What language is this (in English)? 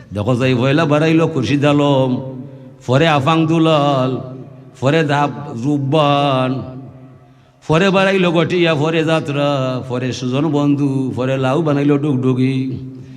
Sylheti